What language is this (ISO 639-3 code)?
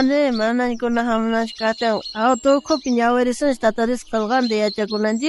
quh